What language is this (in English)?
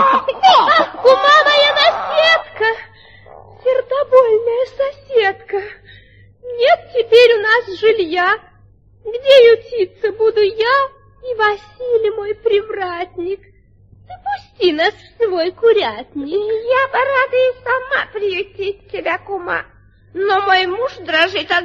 Russian